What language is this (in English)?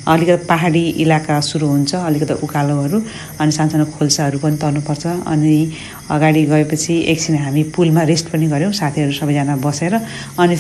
Nepali